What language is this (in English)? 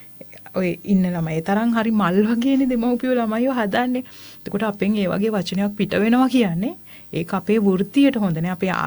Sinhala